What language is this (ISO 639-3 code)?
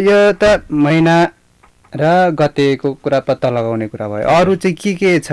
nep